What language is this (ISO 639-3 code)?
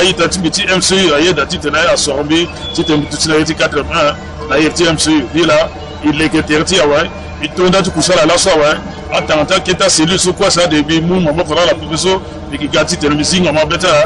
sag